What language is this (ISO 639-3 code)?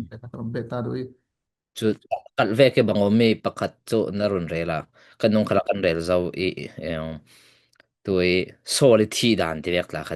cfm